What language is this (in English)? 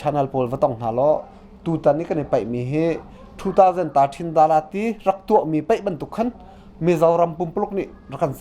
Hakha Chin